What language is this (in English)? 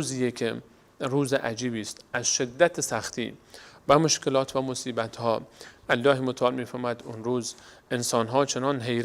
Persian